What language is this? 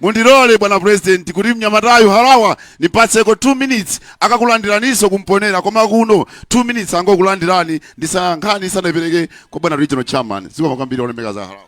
Nyanja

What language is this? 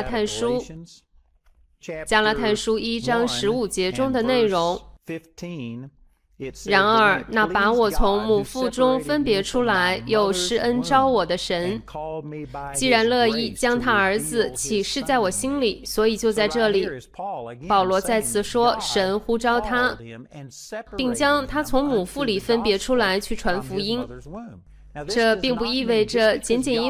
Chinese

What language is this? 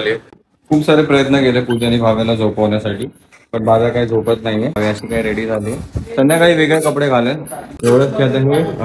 Marathi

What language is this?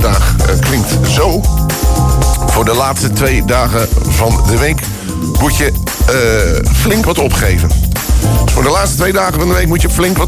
Dutch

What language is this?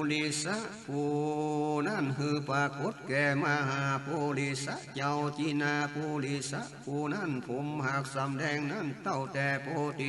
Northern Thai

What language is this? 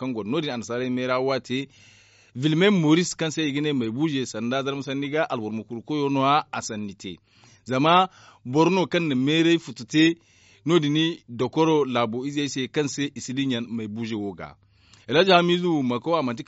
Zarma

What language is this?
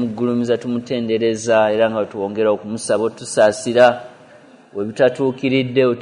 Ganda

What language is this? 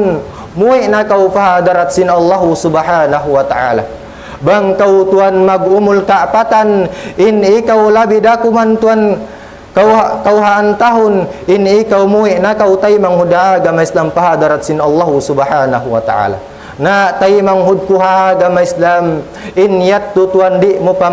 Tausug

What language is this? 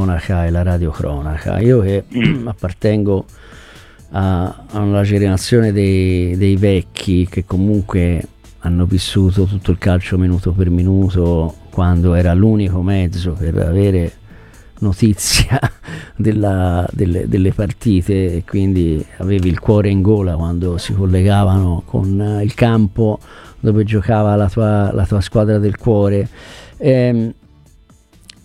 Italian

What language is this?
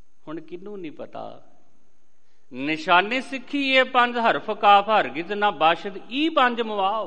Punjabi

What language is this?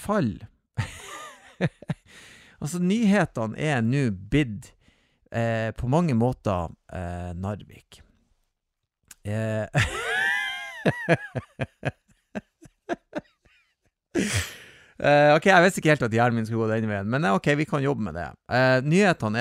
Norwegian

